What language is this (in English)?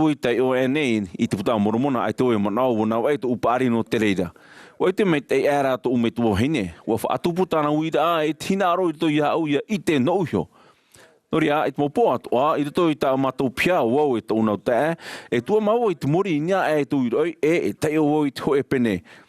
Tahitian